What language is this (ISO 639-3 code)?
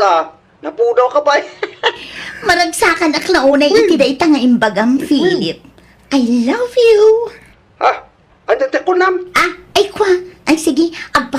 ilo